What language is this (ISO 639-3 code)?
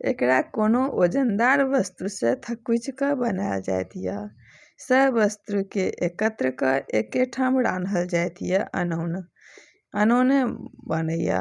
mai